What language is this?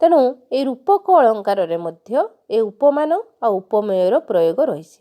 Odia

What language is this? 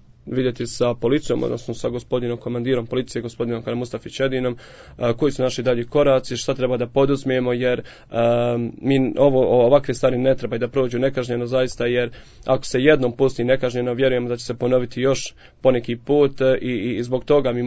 Bosnian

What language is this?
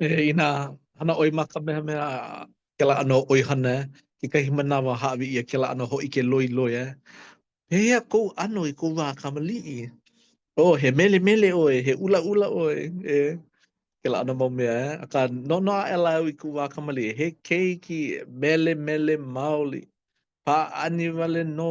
Hawaiian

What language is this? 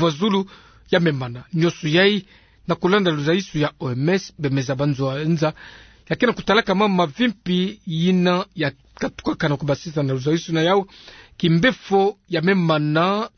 Kituba (Democratic Republic of Congo)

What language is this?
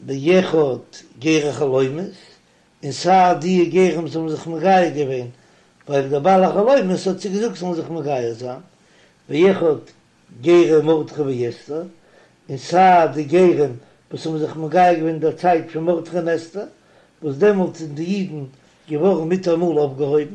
Yiddish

